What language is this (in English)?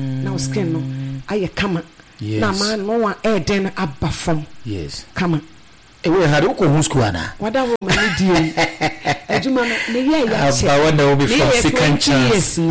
Akan